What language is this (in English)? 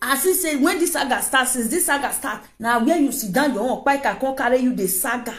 Nigerian Pidgin